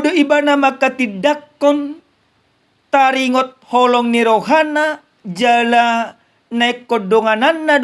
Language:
Batak Toba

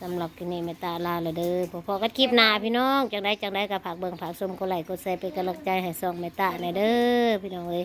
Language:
Northeastern Thai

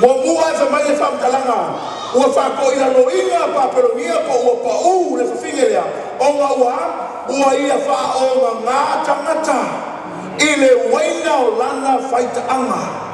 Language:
Samoan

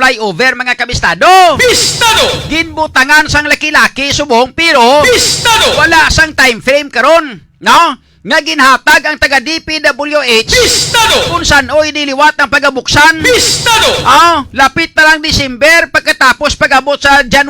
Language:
Hiligaynon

